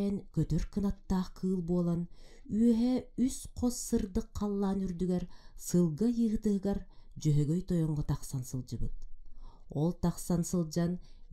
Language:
Yakut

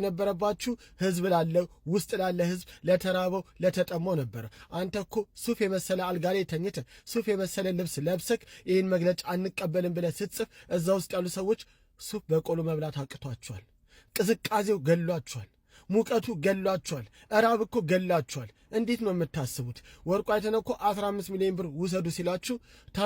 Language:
Amharic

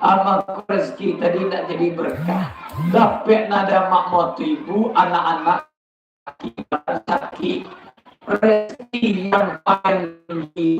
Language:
Minangkabau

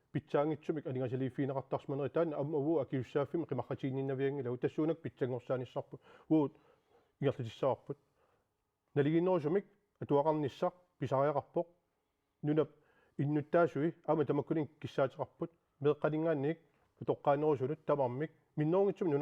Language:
Kalaallisut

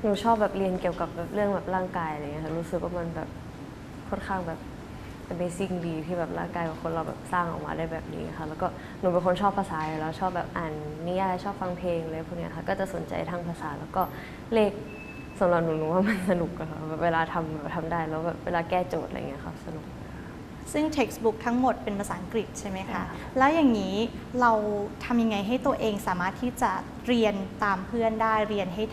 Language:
Thai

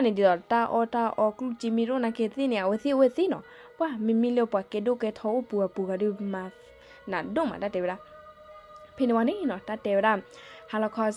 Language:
S'gaw Karen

